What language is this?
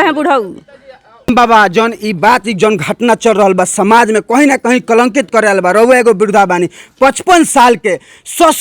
Bhojpuri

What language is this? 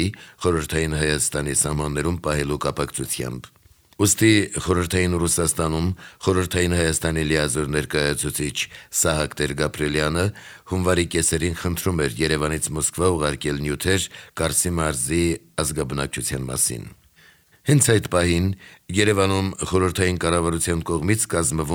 Armenian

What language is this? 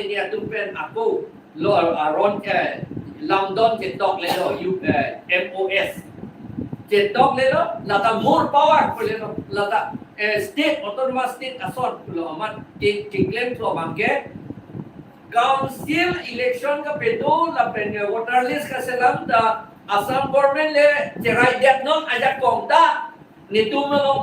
Karbi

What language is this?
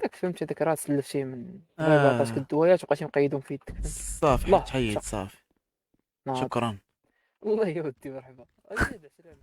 Moroccan Arabic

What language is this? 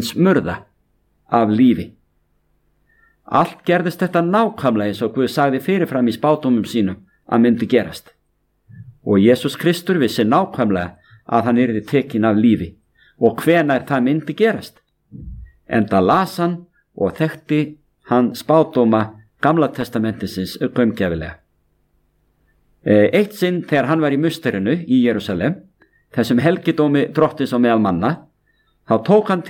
Icelandic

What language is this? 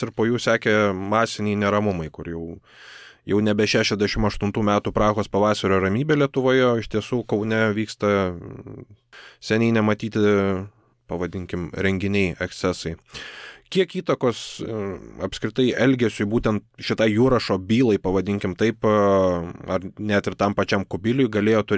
Lithuanian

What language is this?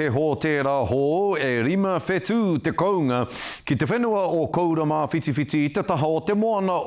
Māori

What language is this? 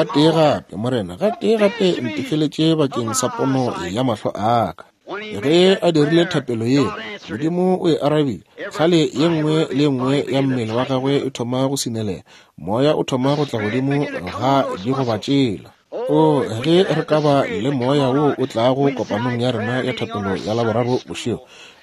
Northern Sotho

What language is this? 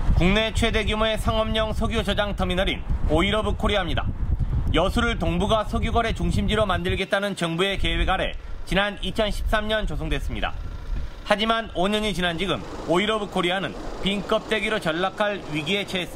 Korean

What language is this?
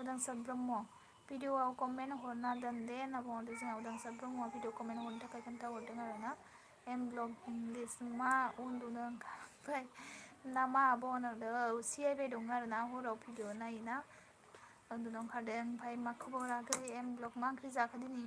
Bodo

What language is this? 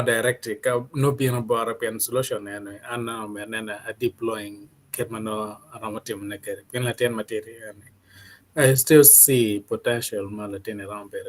Acoli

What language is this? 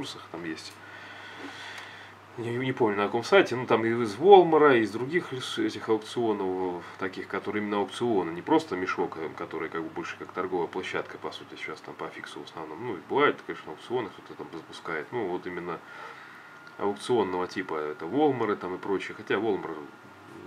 Russian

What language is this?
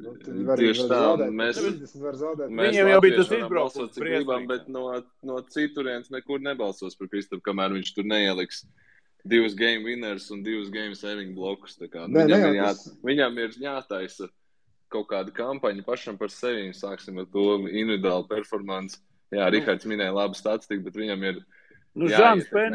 Latvian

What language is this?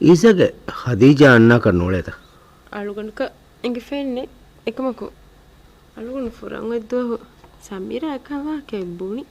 Divehi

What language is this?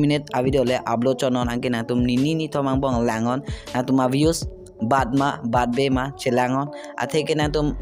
Karbi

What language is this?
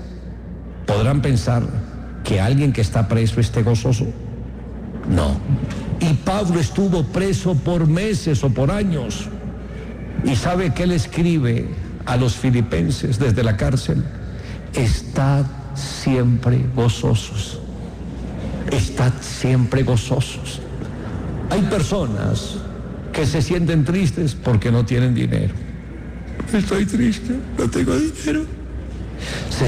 Spanish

